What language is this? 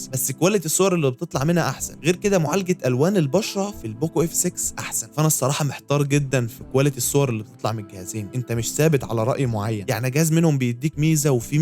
Egyptian Arabic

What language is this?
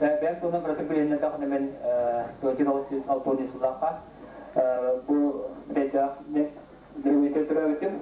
Yakut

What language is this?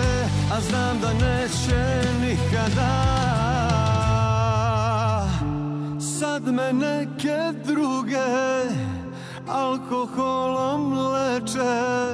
Serbian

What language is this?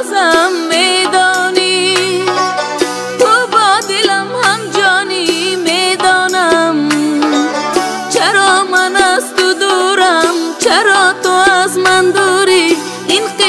Persian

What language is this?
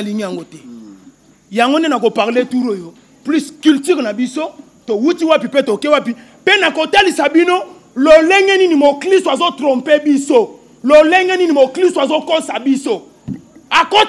Lingala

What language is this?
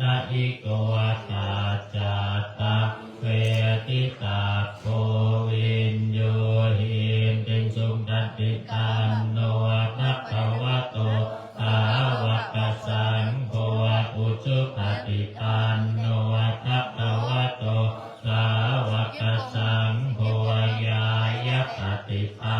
Pali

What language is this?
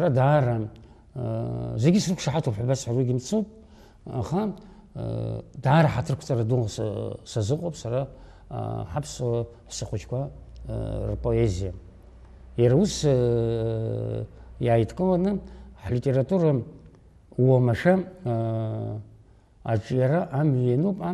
Abkhazian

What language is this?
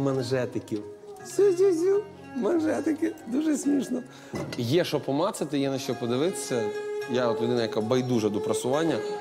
Ukrainian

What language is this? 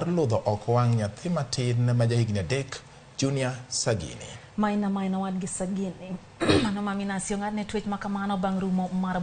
Luo (Kenya and Tanzania)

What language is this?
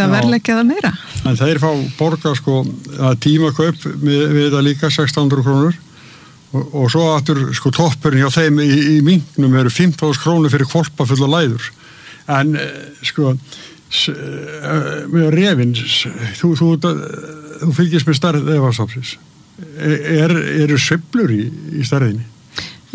Icelandic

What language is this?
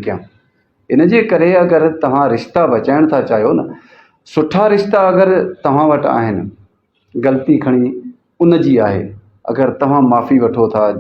Sindhi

